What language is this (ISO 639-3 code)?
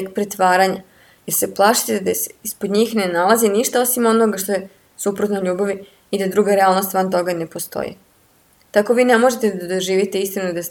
srp